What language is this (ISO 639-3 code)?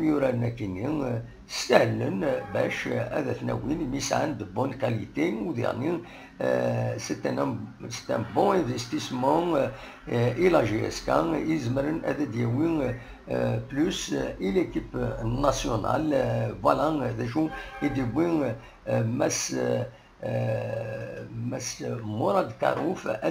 kab